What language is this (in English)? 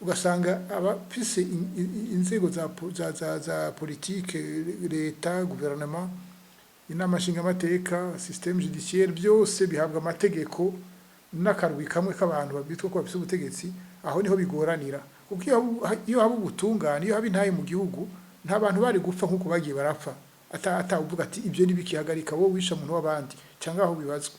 Rundi